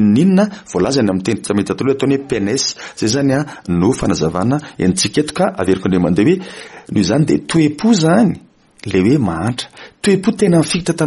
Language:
Malagasy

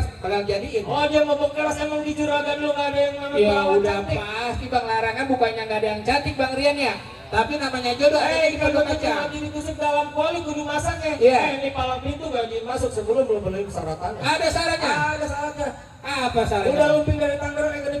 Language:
Betawi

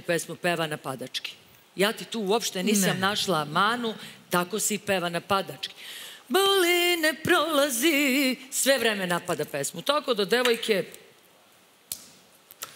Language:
Serbian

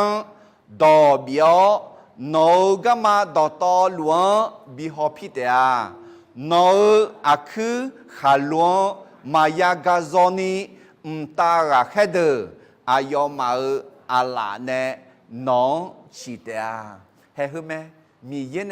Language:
Akha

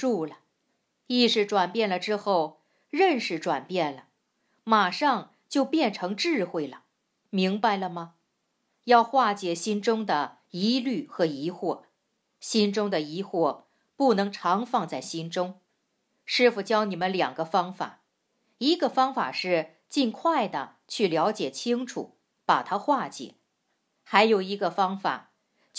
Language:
Chinese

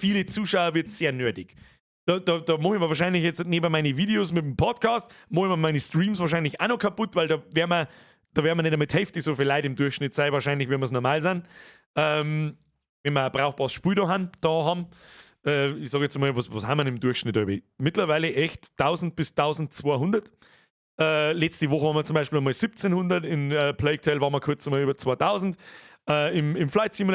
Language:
Bavarian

